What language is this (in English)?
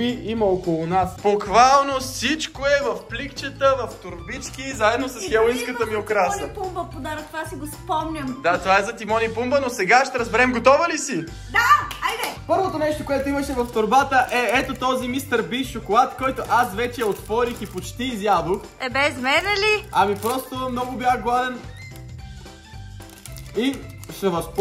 Bulgarian